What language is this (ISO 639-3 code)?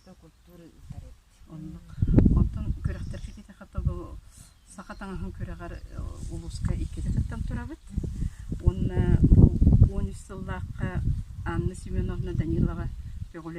sah